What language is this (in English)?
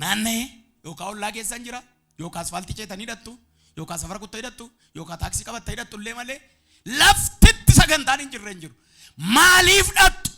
Oromo